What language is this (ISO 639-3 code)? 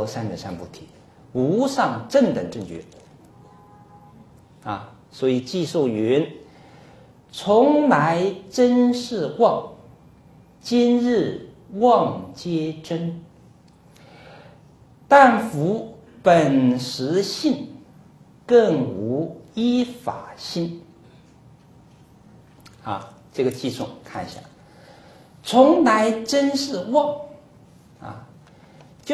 zho